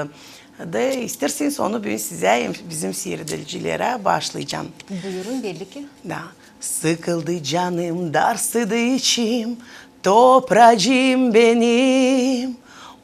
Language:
Gagauz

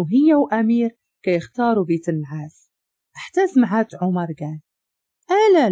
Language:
Moroccan Arabic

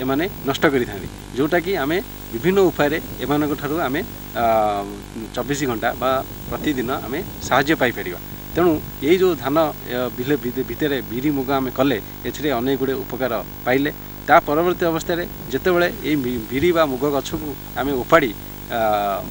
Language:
Odia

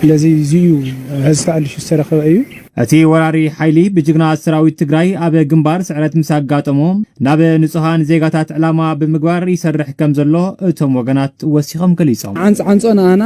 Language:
Tigrinya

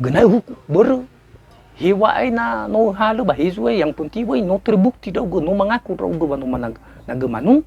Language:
Nias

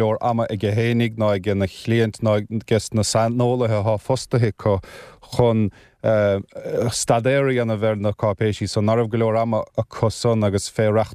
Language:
Irish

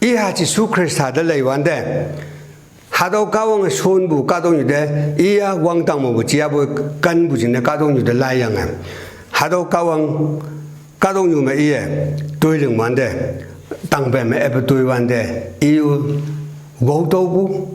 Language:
Konyak Naga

